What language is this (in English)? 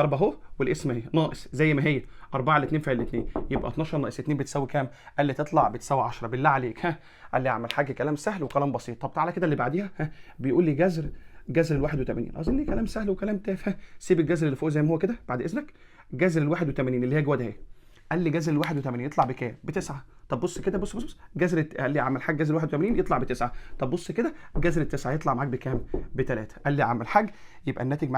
Egyptian Arabic